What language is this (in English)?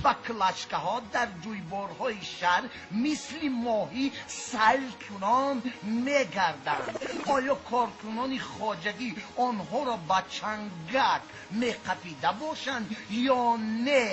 Tajik